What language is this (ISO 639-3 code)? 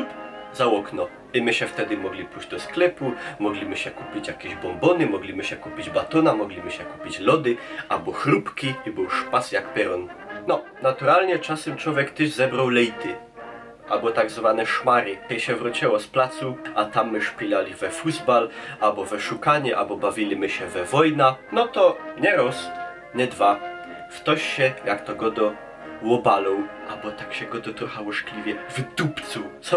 szl